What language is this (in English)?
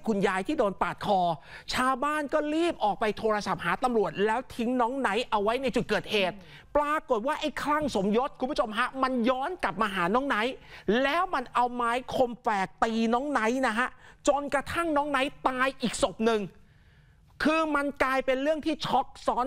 Thai